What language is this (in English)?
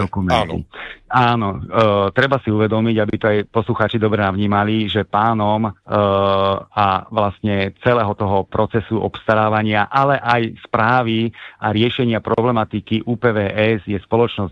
Slovak